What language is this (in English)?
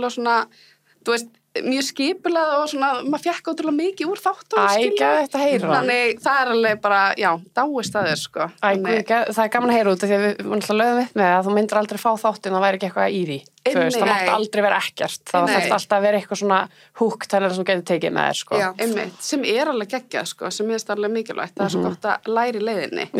Icelandic